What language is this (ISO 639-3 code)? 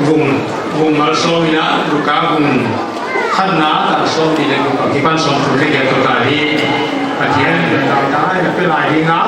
pck